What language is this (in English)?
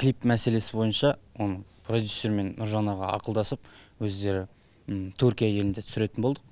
Kazakh